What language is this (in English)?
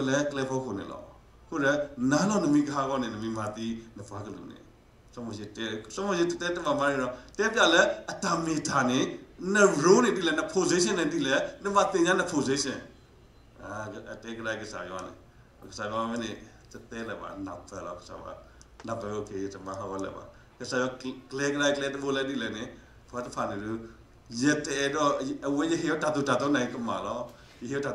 S'gaw Karen